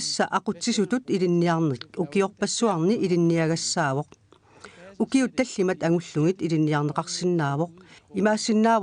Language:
Kalaallisut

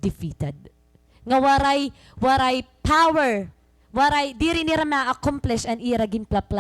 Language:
Waray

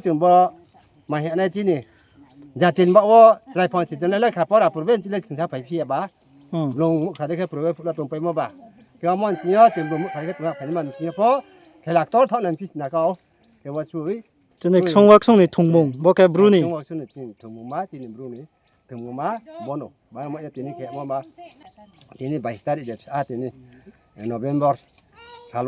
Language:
Riang (India)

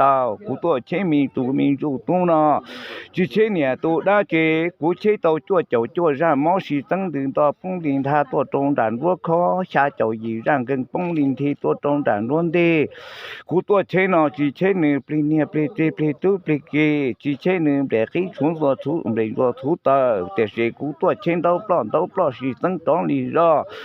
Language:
Hmong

